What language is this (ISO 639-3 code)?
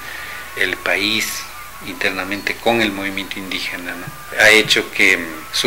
spa